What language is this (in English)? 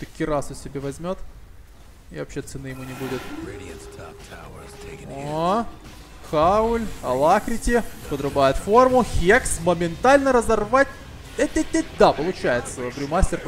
Russian